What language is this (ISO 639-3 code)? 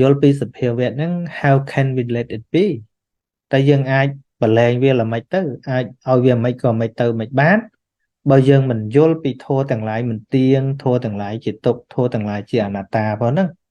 khm